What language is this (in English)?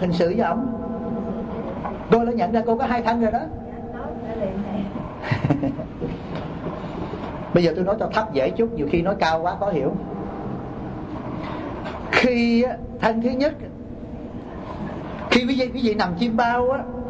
Vietnamese